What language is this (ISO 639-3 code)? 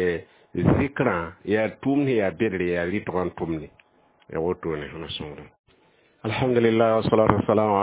mos